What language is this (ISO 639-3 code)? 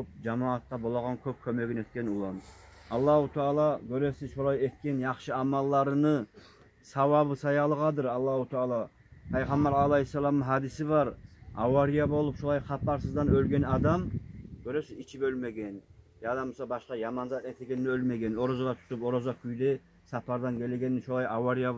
kum